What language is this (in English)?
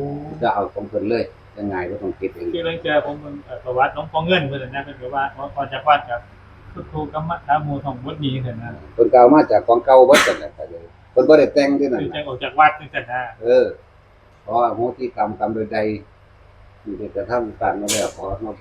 Northeastern Thai